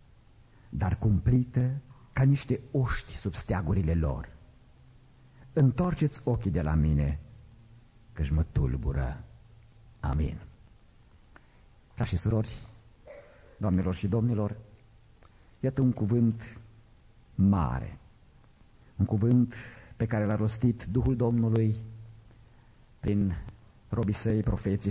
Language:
Romanian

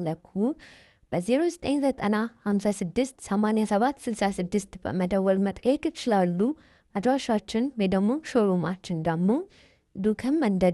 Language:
Amharic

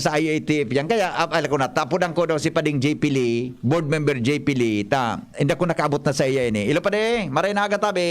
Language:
Bikol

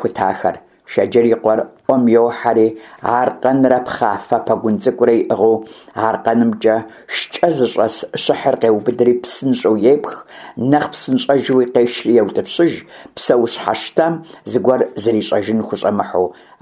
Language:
Kabardian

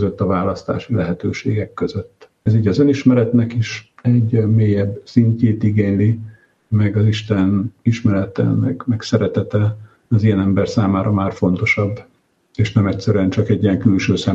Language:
Hungarian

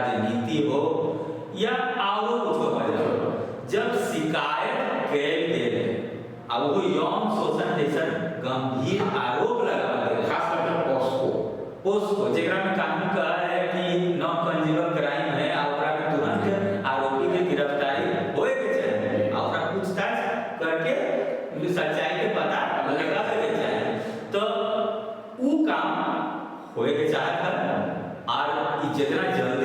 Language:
Magahi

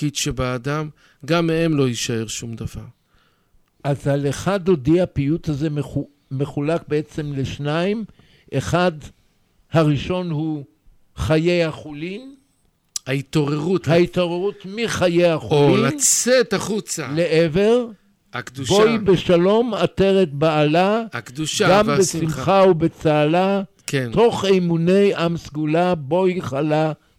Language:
Hebrew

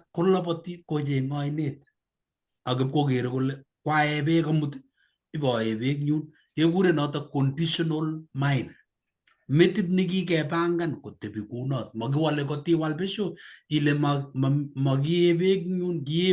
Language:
Kalenjin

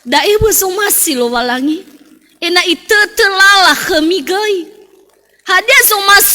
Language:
Nias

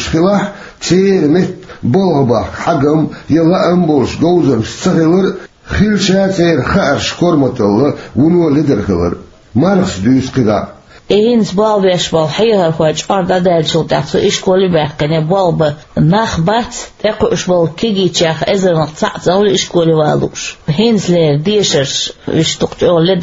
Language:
Chechen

